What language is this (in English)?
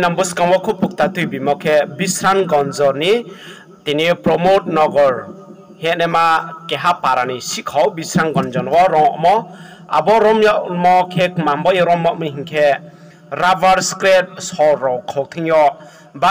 Riang (India)